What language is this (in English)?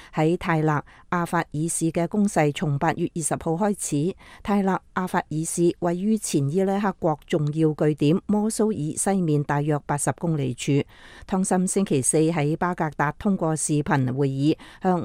Cantonese